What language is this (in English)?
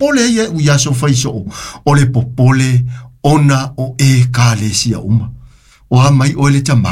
Samoan